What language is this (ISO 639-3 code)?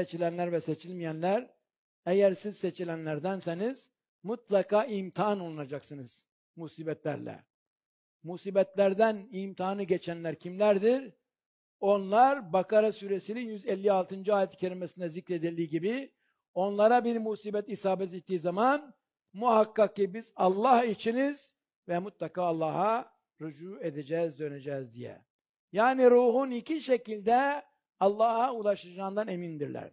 tur